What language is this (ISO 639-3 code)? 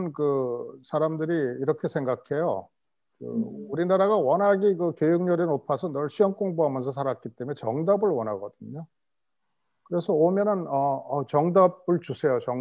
kor